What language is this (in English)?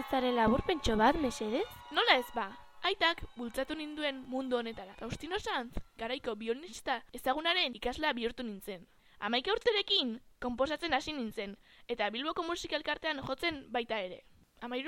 Basque